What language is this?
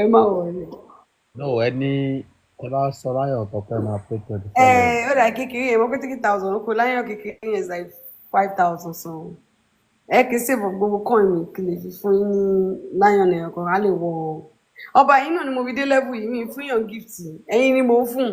Yoruba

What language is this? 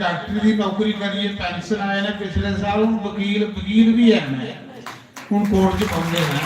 Dogri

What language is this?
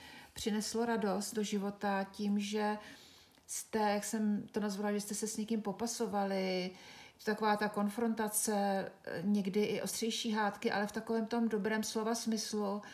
Czech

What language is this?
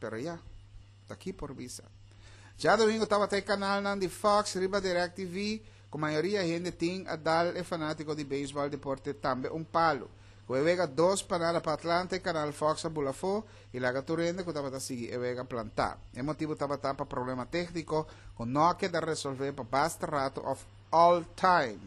Papiamento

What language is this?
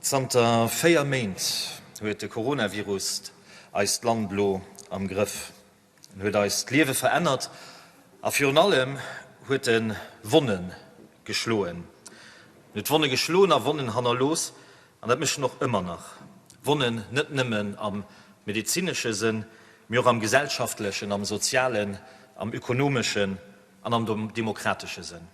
Luxembourgish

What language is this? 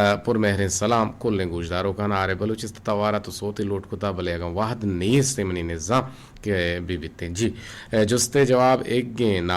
Eastern Balochi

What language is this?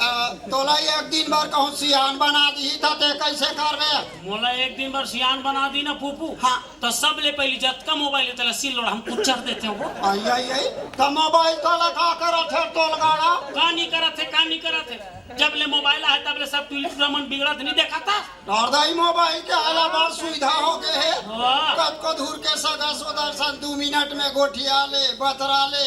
Chhattisgarhi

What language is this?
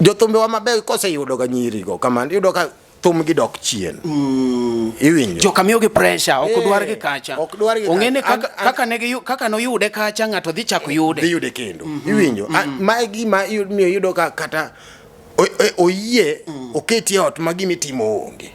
Luo (Kenya and Tanzania)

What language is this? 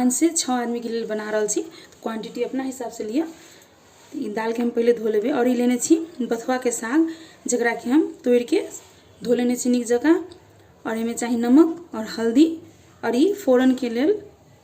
Maithili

